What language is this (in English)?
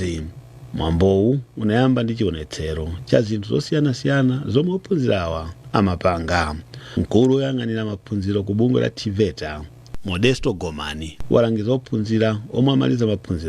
Nyanja